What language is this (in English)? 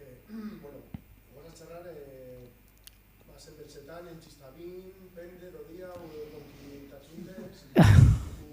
Aragonese